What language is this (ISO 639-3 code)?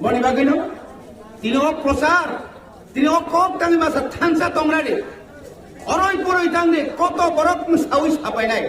trp